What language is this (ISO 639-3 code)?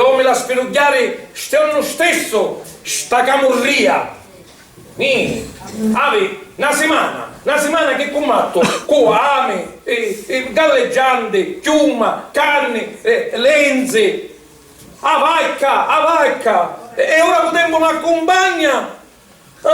scn